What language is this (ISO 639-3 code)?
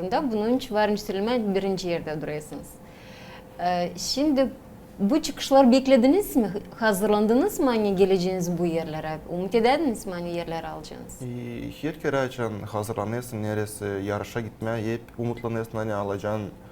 gag